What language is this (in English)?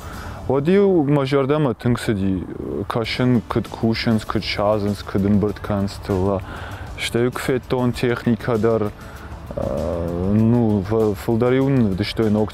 Ossetic